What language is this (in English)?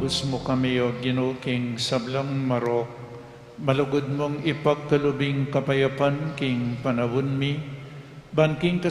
Pampanga